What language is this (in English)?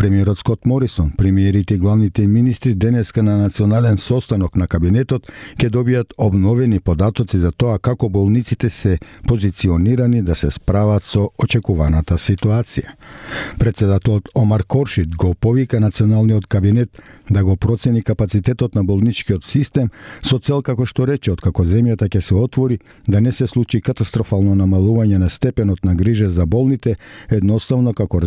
Macedonian